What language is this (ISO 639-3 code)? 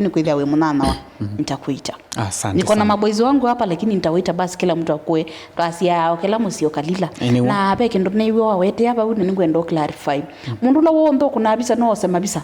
kam